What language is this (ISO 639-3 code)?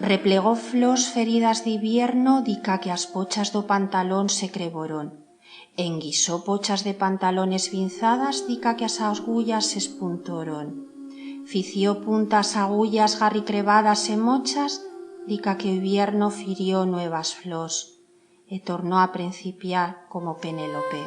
arg